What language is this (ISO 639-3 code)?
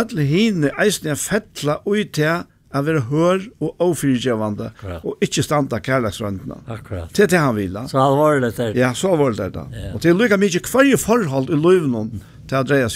fao